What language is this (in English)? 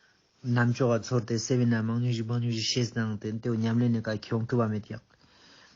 Ladakhi